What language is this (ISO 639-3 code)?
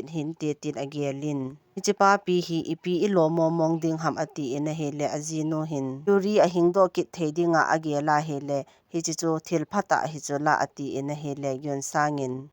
tcz